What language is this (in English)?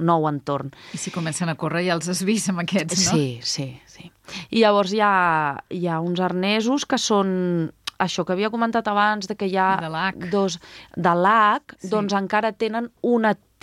Catalan